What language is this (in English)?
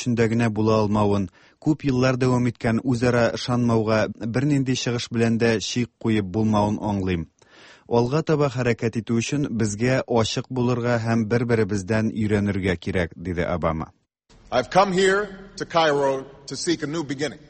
Tatar